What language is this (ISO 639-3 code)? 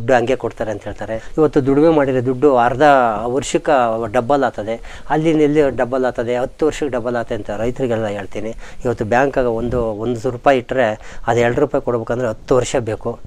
kan